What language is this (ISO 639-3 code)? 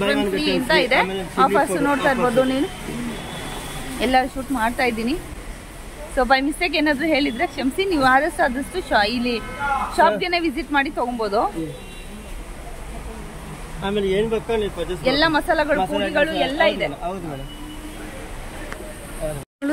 kan